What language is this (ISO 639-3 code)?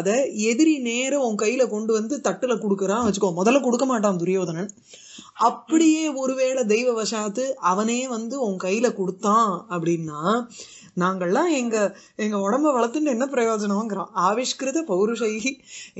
tam